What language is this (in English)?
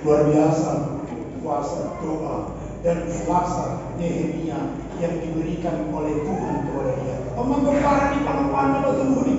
Batak Toba